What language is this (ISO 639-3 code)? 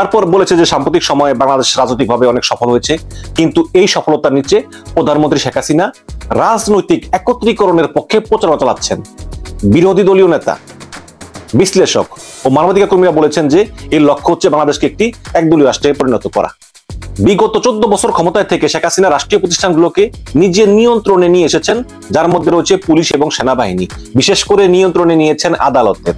ben